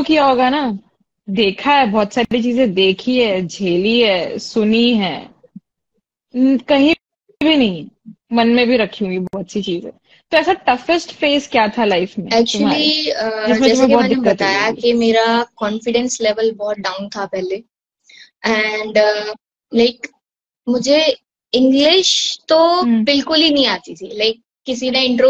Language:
Hindi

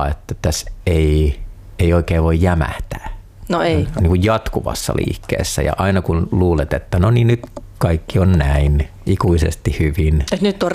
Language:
Finnish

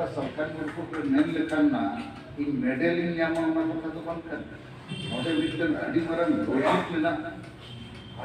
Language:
Santali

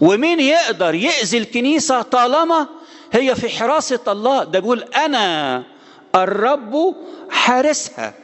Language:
Egyptian Arabic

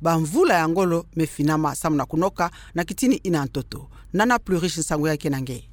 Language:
Kituba (Democratic Republic of Congo)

